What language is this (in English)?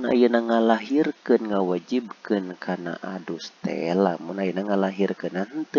Sundanese